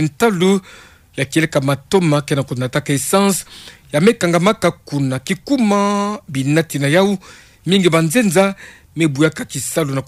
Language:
Kituba (Democratic Republic of Congo)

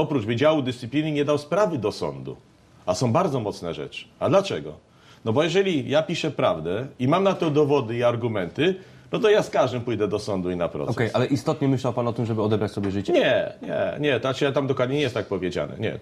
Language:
Polish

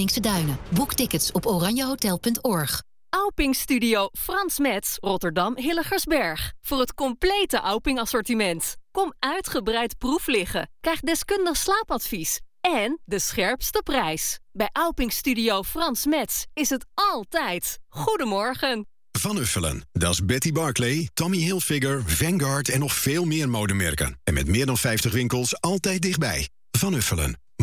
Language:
Dutch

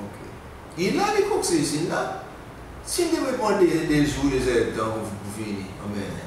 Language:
Seselwa Creole French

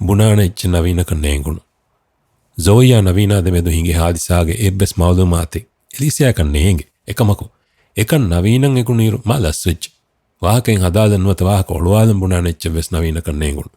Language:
Divehi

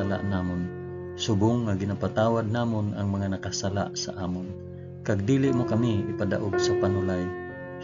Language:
Hiligaynon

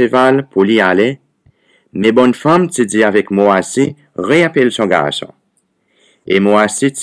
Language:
Seselwa Creole French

